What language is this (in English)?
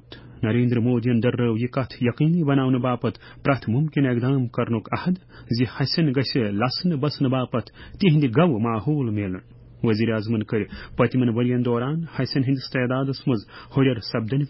Kashmiri